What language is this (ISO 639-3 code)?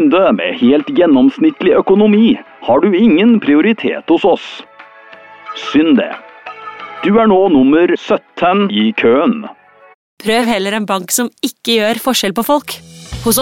nor